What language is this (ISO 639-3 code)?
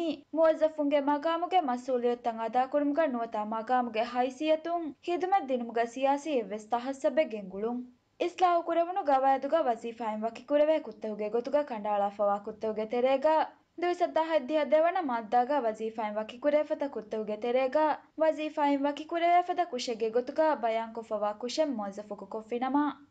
div